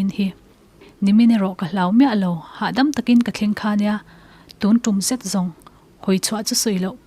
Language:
Mizo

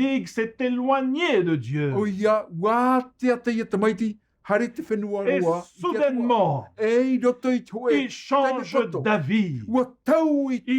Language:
Tahitian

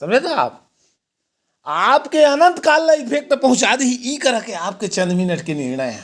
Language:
Chhattisgarhi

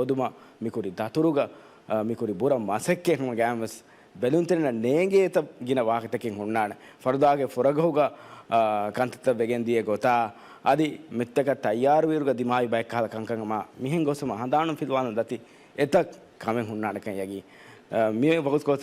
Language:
Divehi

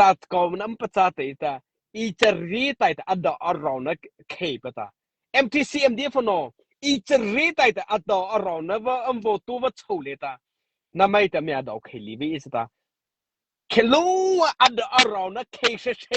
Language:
Mara Chin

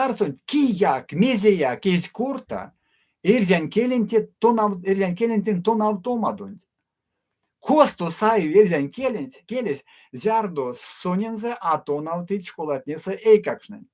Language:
Erzya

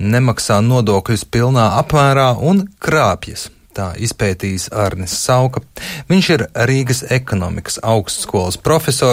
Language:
Latvian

